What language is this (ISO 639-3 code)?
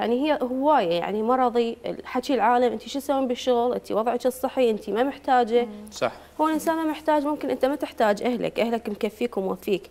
acm